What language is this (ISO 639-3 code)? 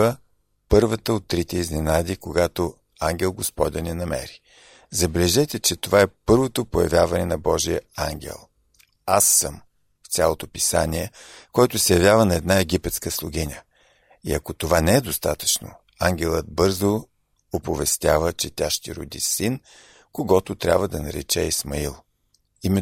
bul